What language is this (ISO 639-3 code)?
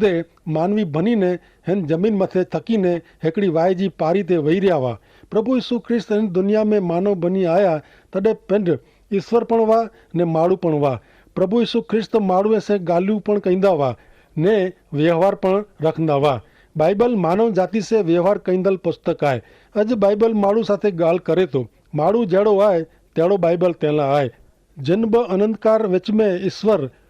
kfr